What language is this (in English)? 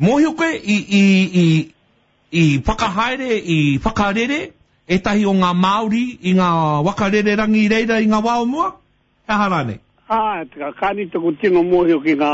Māori